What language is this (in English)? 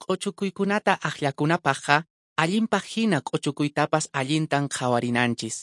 Quechua